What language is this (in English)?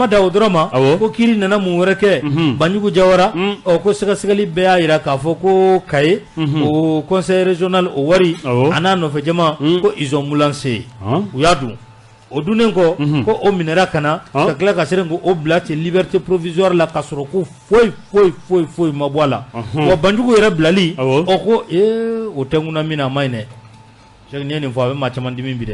Bambara